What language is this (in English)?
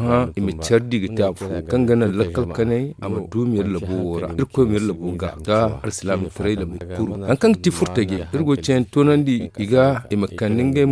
Zarma